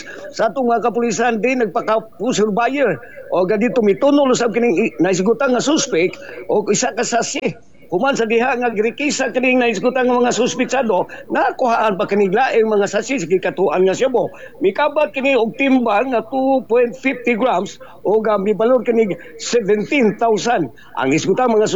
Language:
Cebuano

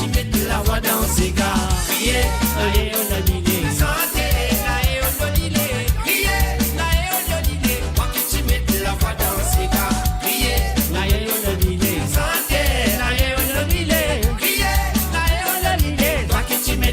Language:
Morisyen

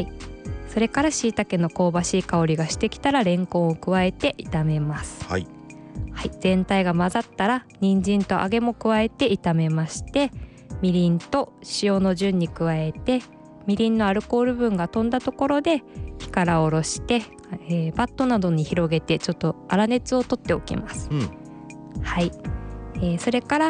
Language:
Japanese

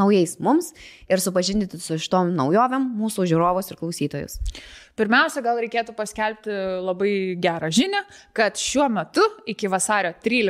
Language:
Lithuanian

